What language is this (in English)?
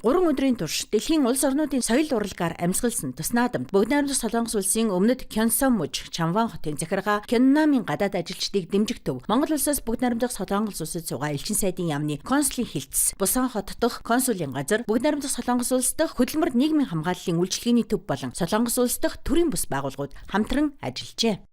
Mongolian